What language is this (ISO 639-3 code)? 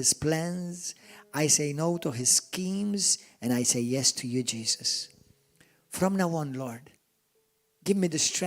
eng